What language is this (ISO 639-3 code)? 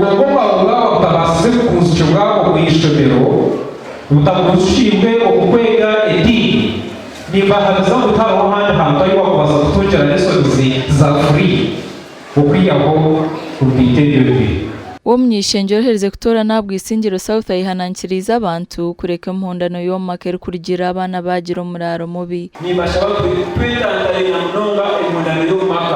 nyn